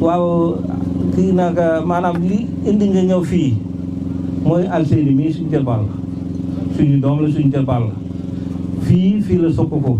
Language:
Wolof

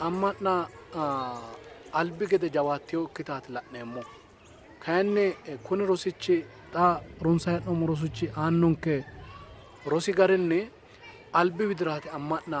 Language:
Sidamo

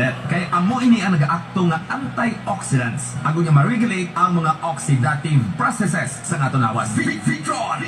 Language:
Hiligaynon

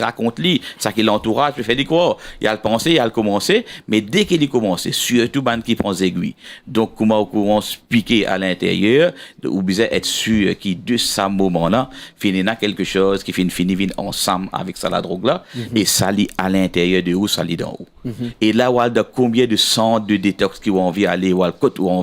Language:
Morisyen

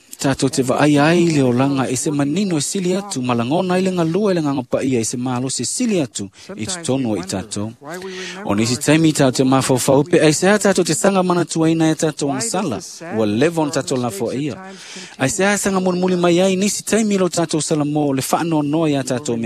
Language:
Samoan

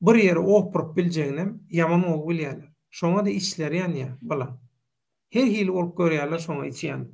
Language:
Turkmen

